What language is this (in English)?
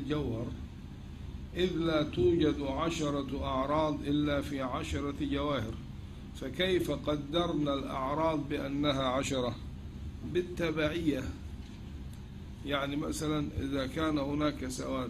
Arabic